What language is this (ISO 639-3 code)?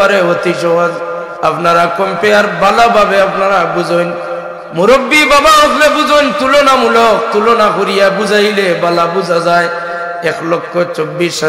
syl